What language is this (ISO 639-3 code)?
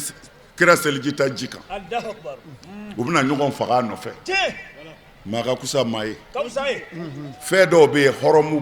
bam